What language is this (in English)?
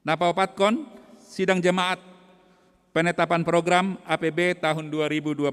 Batak Simalungun